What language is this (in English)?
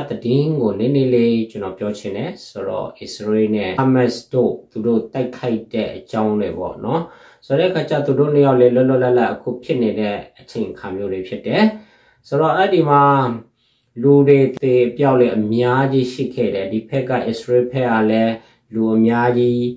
Burmese